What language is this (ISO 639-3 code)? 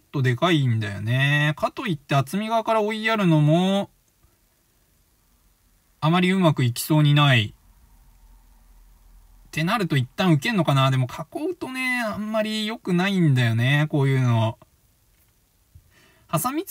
jpn